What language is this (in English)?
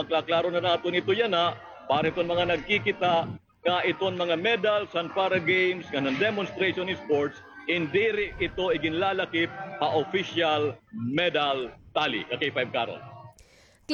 Waray